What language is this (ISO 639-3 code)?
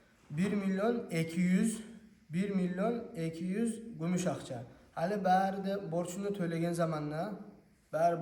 kum